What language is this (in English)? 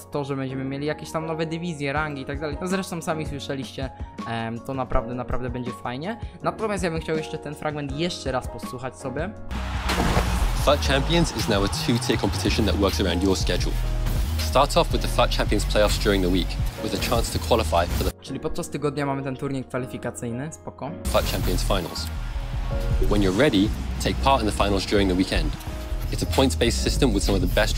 Polish